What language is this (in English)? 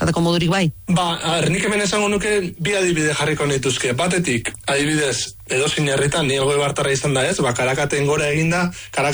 Basque